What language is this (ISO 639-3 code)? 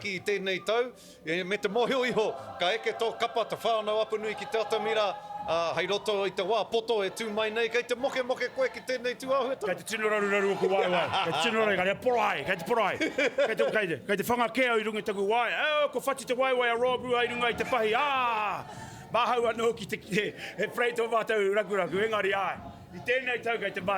mri